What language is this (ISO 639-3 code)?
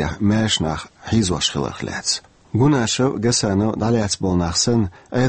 che